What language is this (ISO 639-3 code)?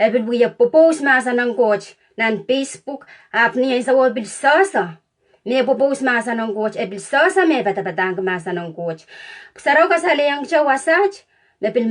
pon